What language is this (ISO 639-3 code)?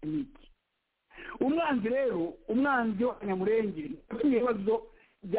kin